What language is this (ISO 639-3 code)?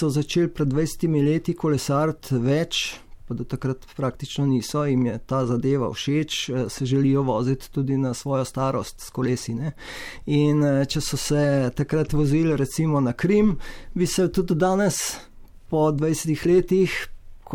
slv